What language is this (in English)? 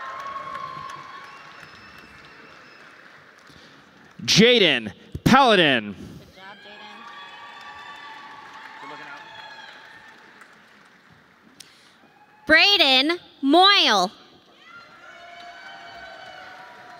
English